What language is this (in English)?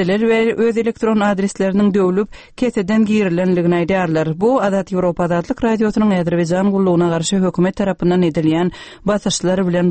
Turkmen